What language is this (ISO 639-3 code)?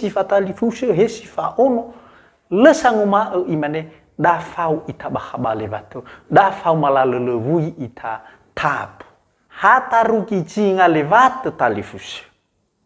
nia